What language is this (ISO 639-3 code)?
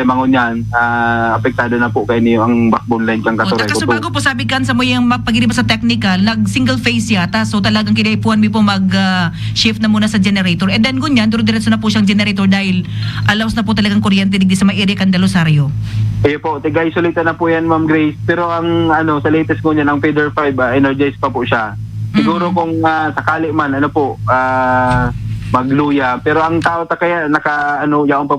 bik